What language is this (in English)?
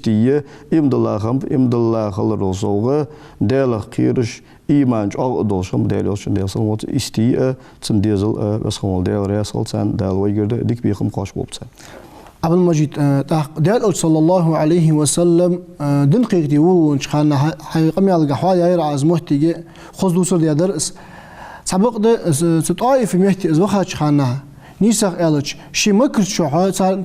Ingush